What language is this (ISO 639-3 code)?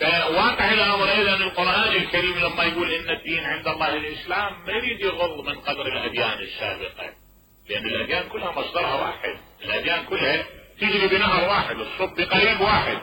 acm